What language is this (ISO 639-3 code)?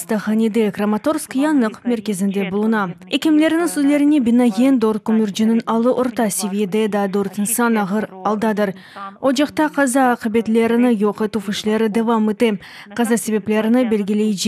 crh